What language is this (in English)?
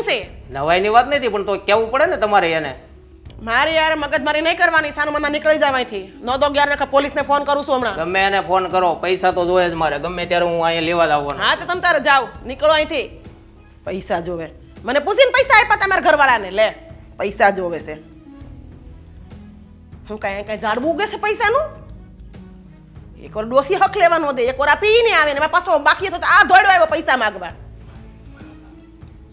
Gujarati